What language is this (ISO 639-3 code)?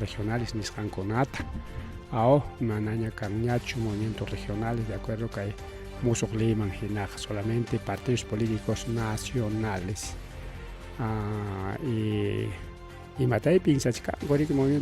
quy